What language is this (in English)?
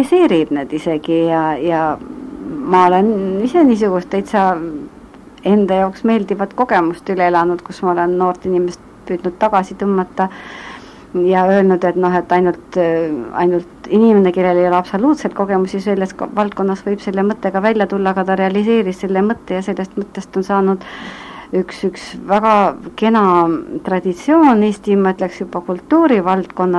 Estonian